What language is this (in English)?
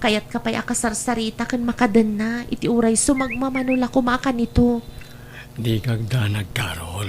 Iloko